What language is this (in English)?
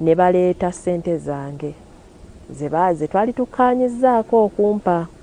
Ganda